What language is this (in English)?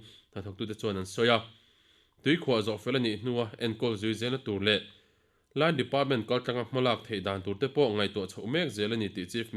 Mizo